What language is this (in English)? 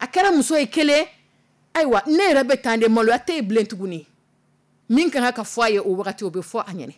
Dyula